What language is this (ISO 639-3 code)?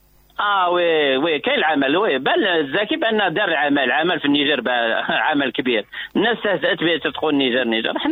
ary